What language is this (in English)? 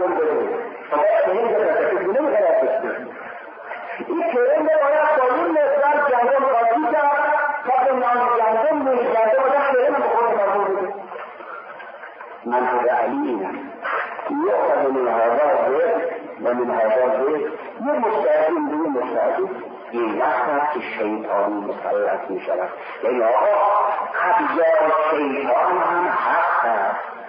Persian